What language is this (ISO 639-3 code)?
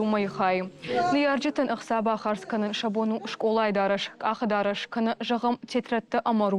oss